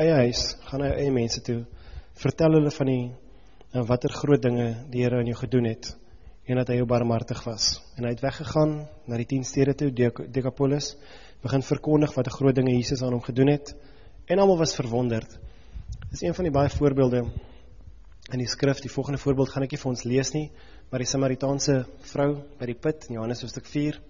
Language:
Afrikaans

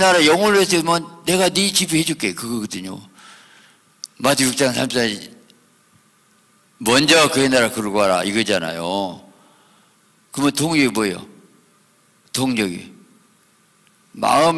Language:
Korean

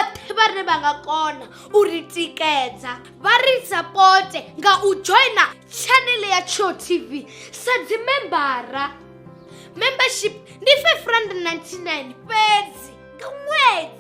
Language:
Venda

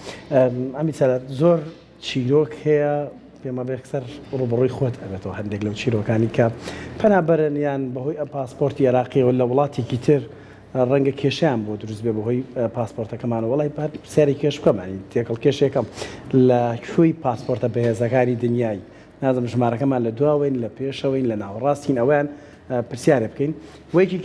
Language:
Central Kurdish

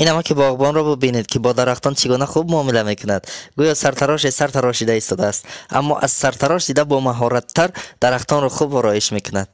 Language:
Tajik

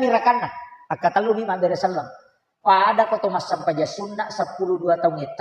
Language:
Buginese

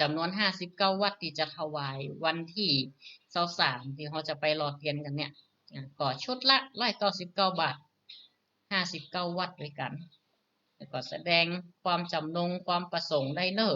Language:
Northern Thai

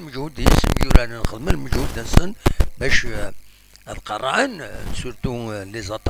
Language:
Kabyle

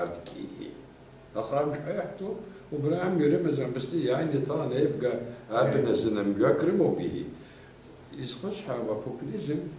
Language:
Abkhazian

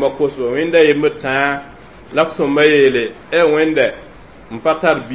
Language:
Mossi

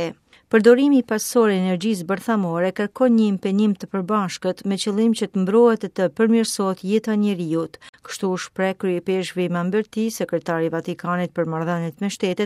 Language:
Albanian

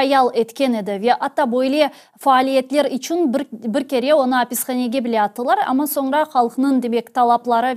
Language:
Crimean Tatar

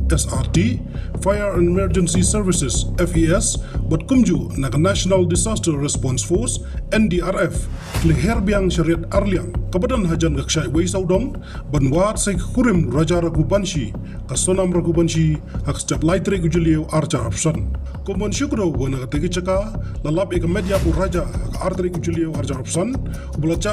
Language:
Khasi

